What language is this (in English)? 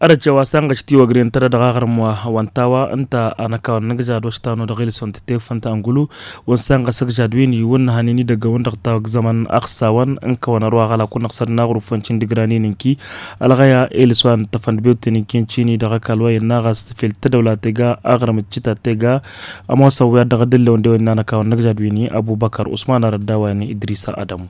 Tamasheq